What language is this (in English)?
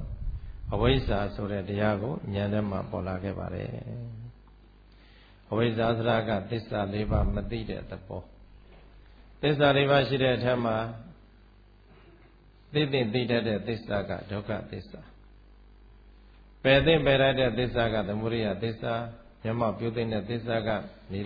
Burmese